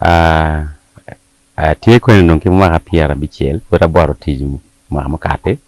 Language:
Acoli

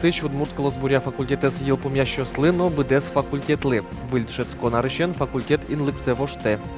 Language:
Udmurt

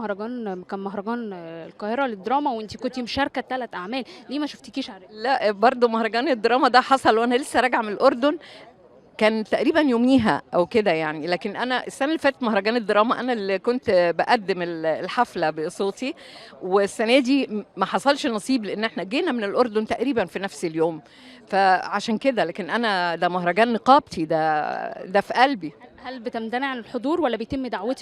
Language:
Egyptian Arabic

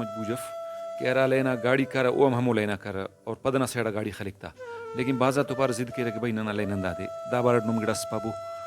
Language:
Brahui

